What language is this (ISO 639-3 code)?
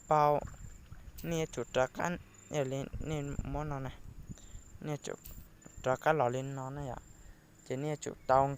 hmn